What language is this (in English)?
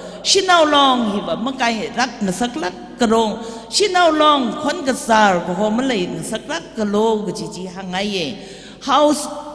Tangkhul Naga (India)